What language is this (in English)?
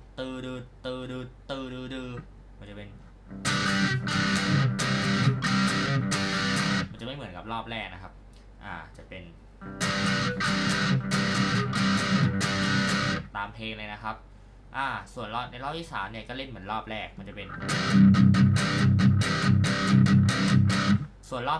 Thai